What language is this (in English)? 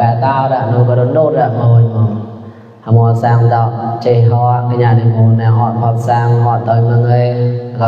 Mon